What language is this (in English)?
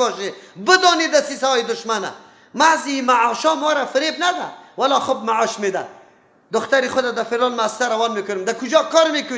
Persian